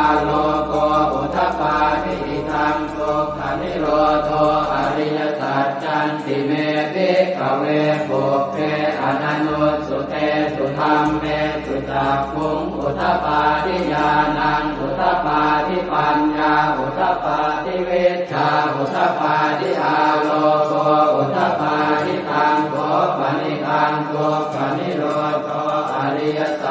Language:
Pali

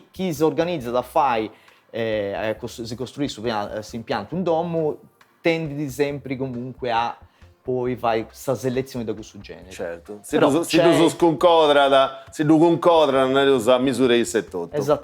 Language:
Sardinian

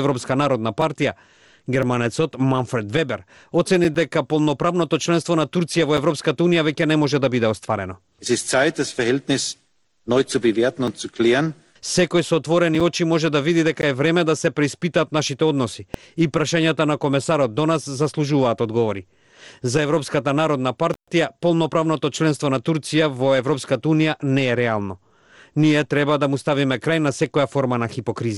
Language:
Macedonian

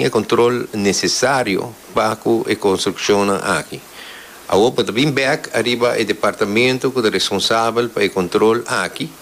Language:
Papiamento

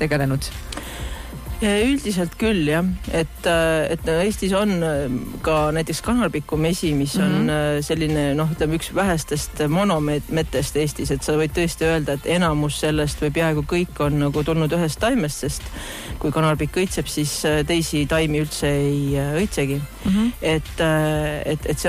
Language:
Estonian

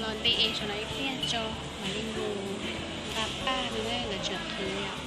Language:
Hmong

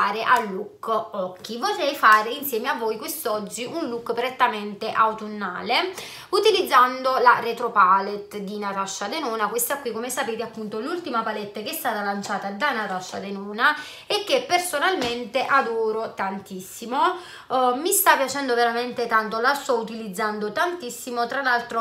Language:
Italian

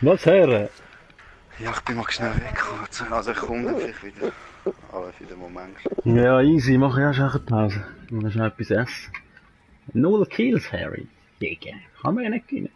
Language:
Swiss German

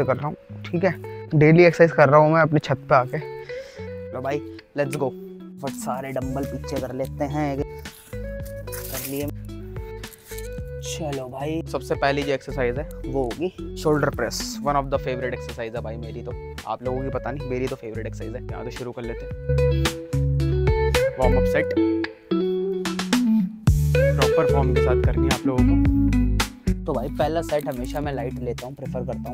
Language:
Hindi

